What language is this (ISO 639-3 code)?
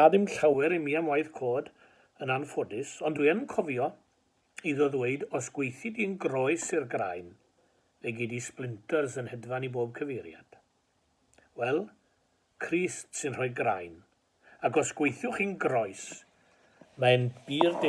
cym